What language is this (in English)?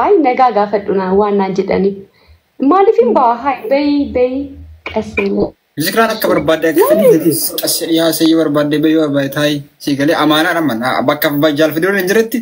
Oromo